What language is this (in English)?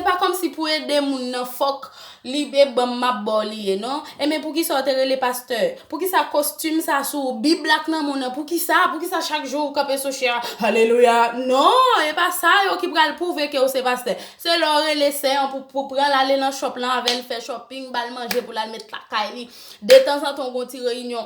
Haitian Creole